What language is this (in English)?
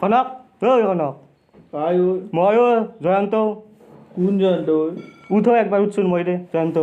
Assamese